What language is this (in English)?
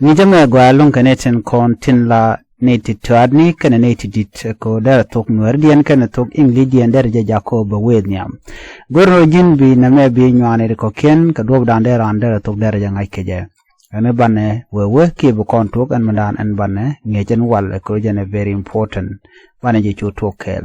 Nuer